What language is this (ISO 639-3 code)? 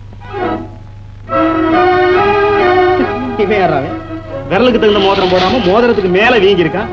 tam